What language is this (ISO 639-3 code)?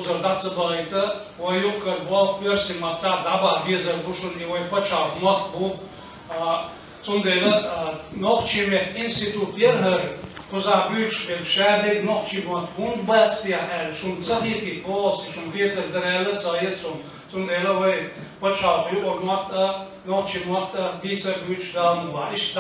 che